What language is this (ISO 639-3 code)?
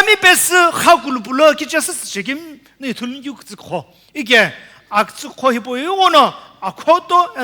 nsm